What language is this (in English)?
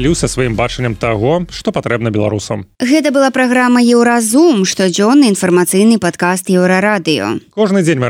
Belarusian